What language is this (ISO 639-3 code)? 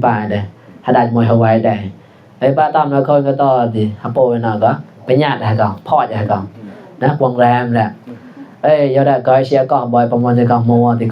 mnw